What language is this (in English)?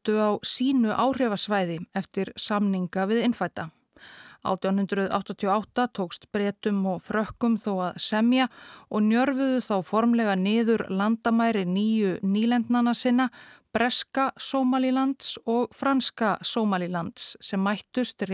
Icelandic